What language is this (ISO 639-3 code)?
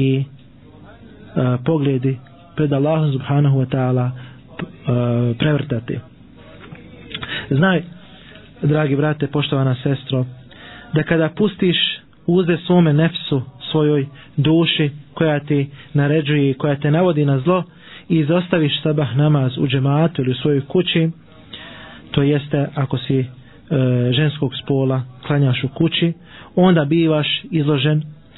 bos